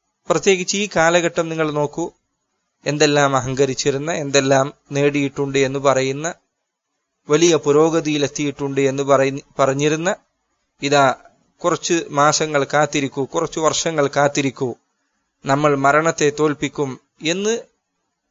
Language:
Malayalam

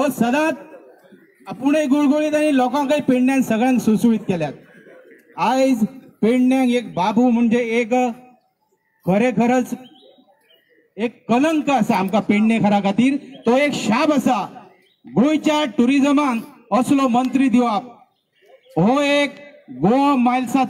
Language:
Konkani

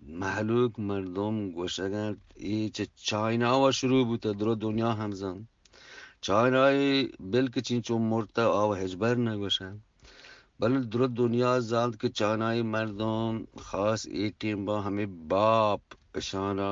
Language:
Eastern Balochi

